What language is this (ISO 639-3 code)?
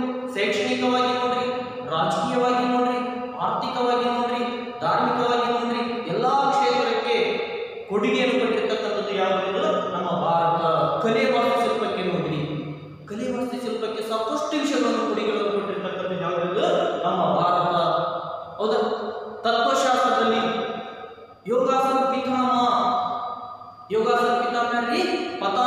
kan